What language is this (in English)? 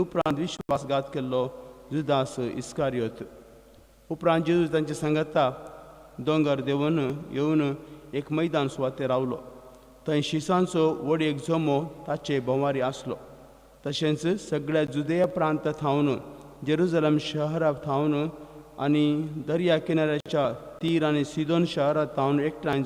Konkani